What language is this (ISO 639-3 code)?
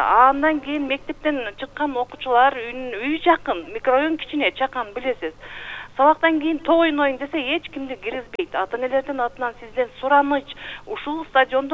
kir